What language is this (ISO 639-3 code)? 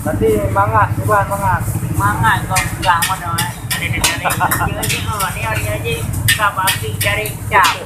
ace